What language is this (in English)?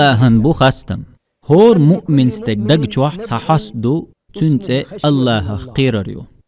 Chechen